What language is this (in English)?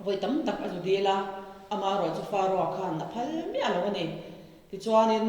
Mizo